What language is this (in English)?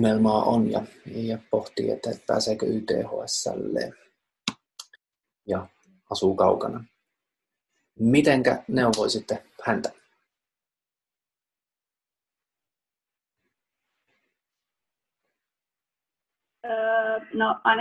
Finnish